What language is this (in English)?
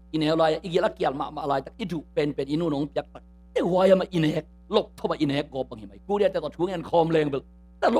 Tedim Chin